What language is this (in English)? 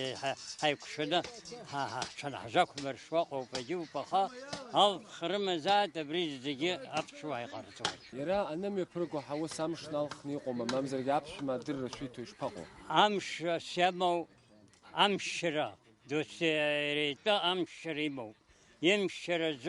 Abkhazian